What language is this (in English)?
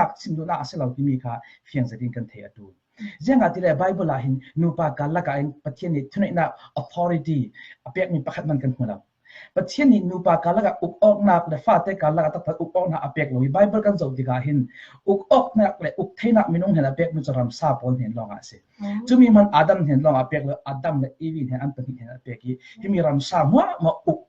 Falam Chin